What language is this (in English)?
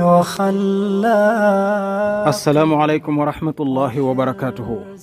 Wolof